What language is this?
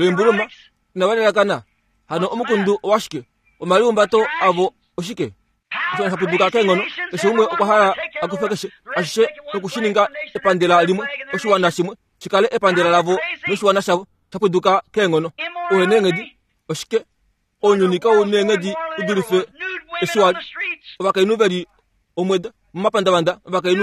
Kuanyama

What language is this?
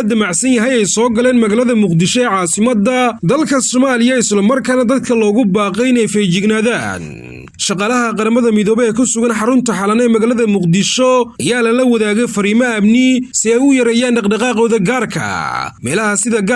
Somali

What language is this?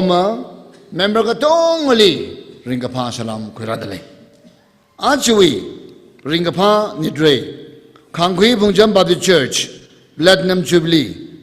Tangkhul Naga (India)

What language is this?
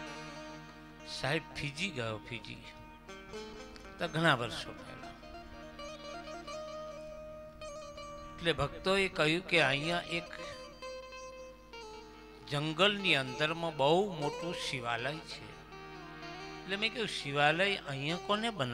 Gujarati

